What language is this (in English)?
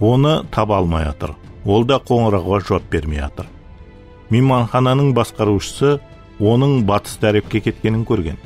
Kara-Kalpak